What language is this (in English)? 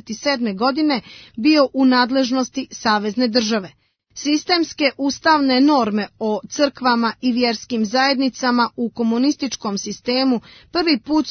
Serbian